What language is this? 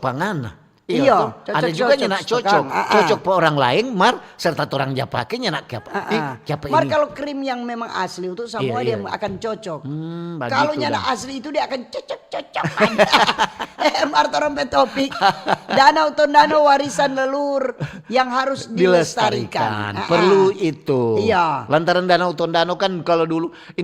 Manado Malay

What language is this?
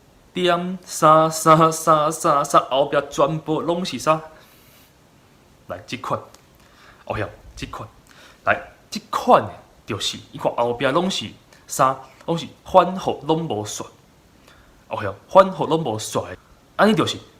Min Nan Chinese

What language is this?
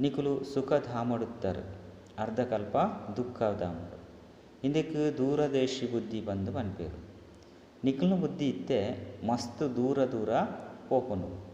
Tulu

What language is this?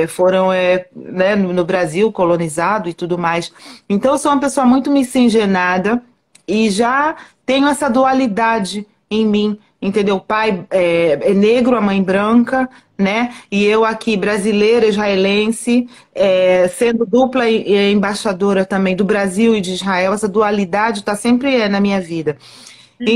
Portuguese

